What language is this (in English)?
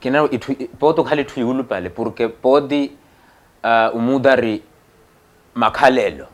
Makhuwa